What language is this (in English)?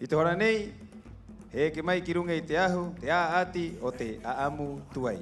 Rapanui